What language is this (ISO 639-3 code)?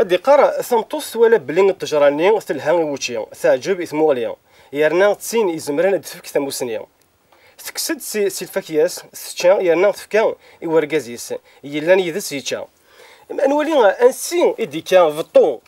kab